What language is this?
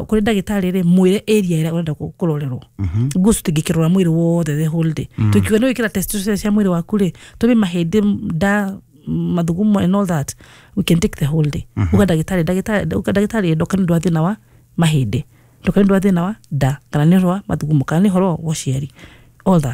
Kikuyu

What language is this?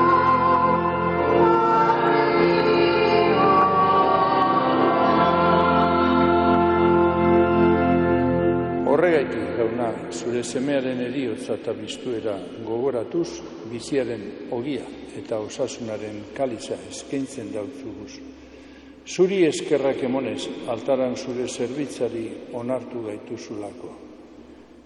Basque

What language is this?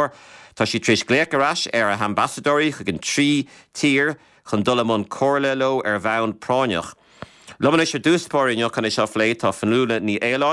Irish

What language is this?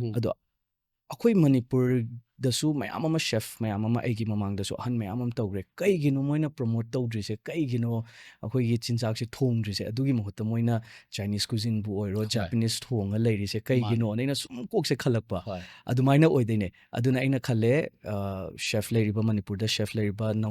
Manipuri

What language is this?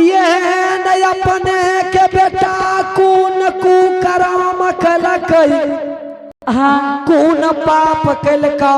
Angika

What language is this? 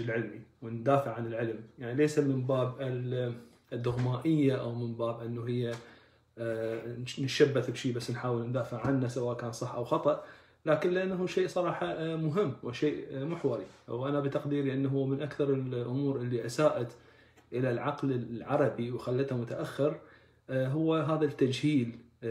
Arabic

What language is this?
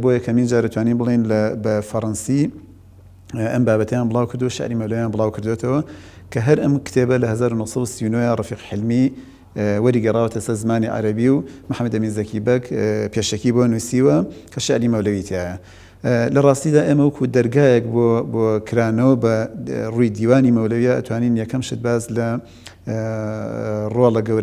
Central Kurdish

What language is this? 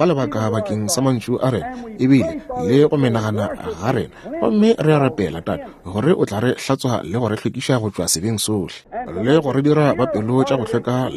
Northern Sotho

